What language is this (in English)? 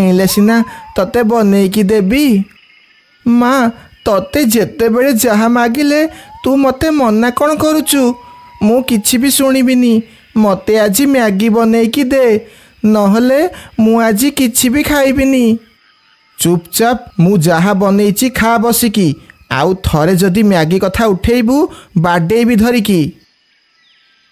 Odia